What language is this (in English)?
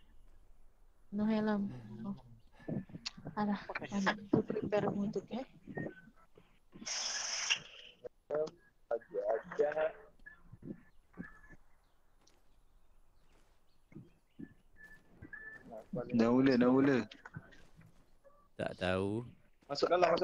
Malay